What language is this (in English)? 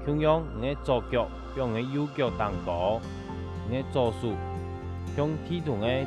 Hakka Chinese